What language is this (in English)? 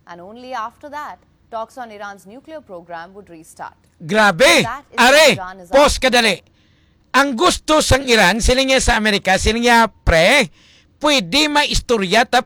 Hiligaynon